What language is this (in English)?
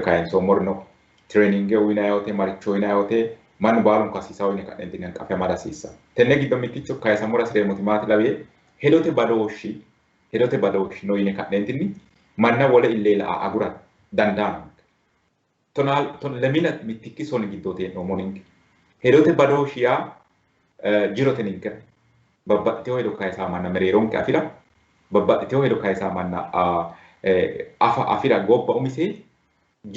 Sidamo